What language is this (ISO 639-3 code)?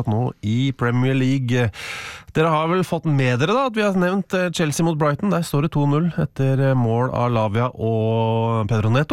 nor